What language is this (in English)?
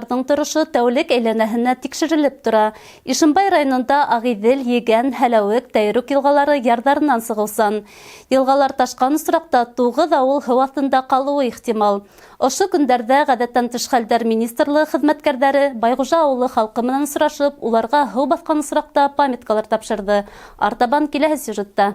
Bashkir